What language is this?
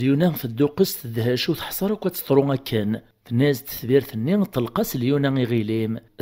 Kabyle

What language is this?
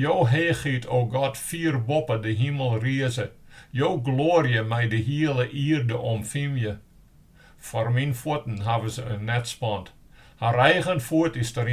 Western Frisian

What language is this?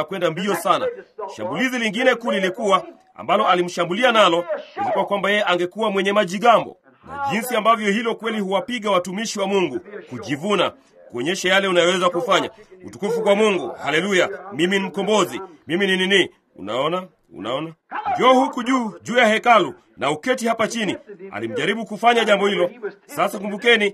Swahili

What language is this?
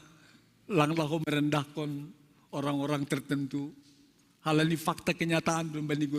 Batak Simalungun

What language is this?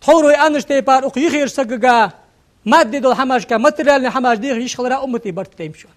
Ingush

